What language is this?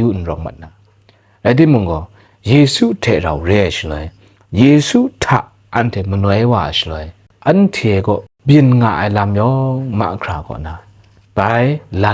Kachin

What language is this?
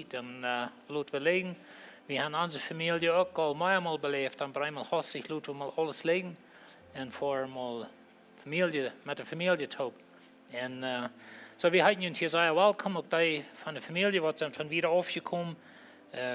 Plautdietsch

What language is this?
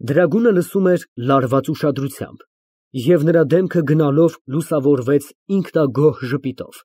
Armenian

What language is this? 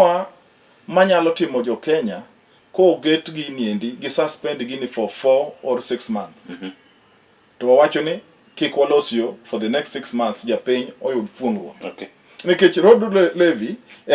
Luo (Kenya and Tanzania)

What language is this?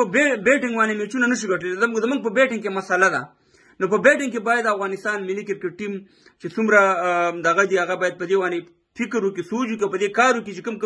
Pashto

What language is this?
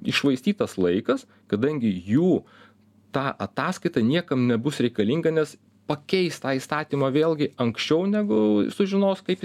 Lithuanian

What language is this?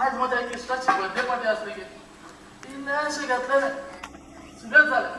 Konkani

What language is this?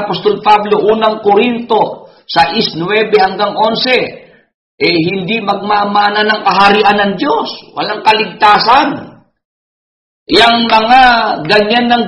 Filipino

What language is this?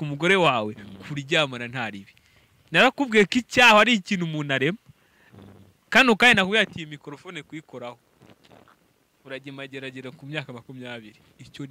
Kinyarwanda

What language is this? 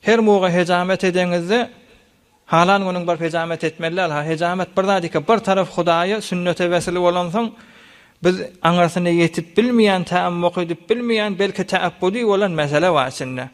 Turkmen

